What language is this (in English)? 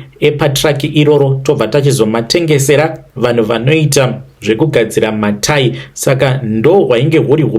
Shona